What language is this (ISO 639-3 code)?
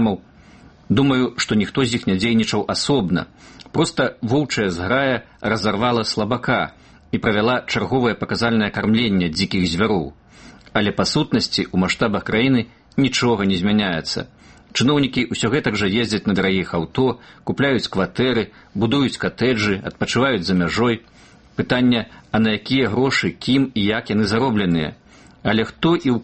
bel